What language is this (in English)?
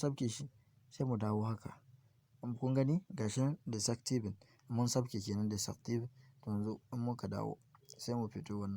Hausa